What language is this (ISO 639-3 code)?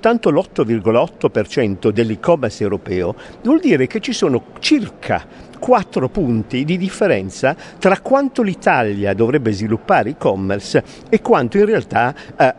ita